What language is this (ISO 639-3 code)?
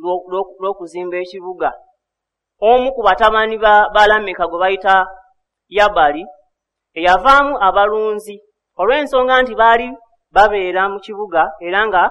lug